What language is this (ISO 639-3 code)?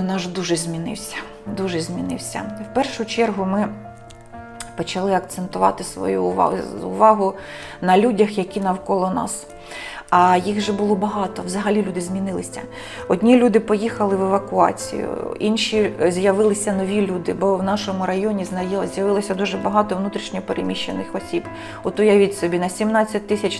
ukr